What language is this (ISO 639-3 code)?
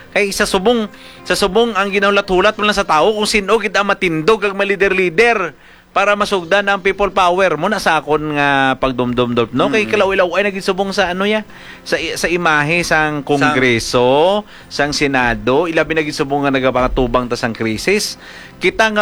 hil